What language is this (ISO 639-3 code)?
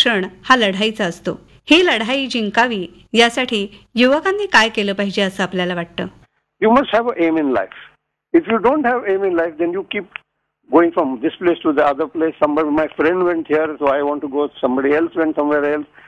mar